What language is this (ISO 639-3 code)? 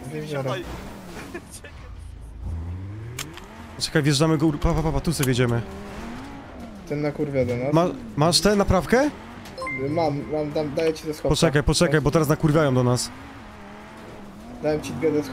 pol